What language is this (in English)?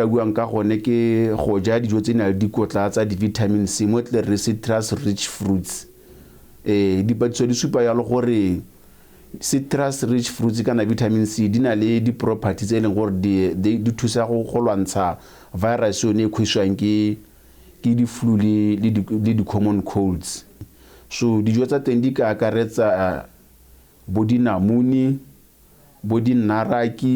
Tswana